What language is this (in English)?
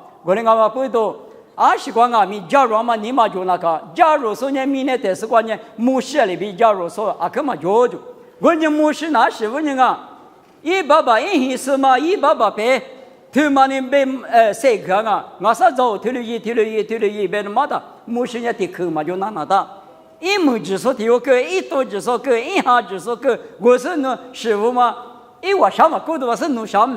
Lisu